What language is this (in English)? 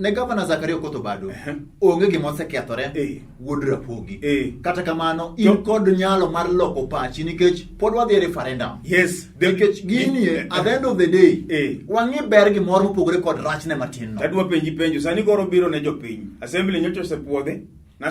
Luo (Kenya and Tanzania)